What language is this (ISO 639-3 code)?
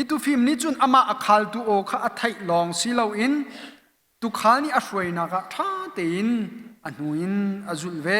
cnh